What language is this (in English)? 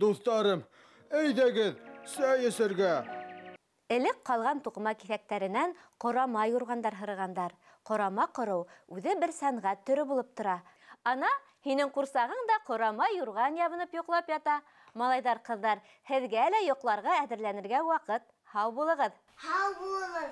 Bashkir